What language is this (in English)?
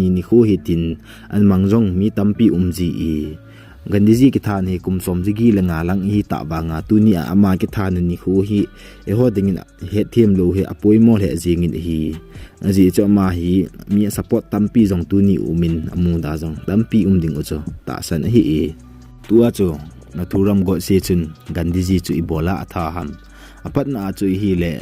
Thado Chin